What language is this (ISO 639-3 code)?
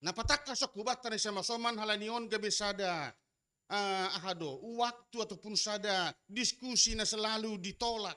bts